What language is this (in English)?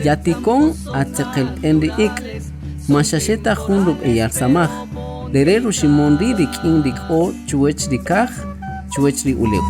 Kaqchikel